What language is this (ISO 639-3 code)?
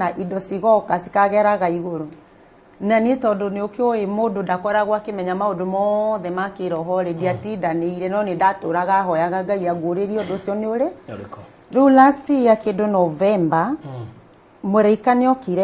kik